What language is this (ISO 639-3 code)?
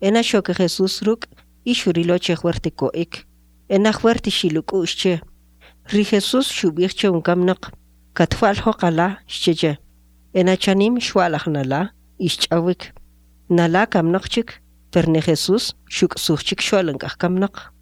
quc